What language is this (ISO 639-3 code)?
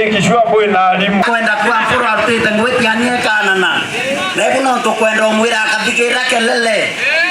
mer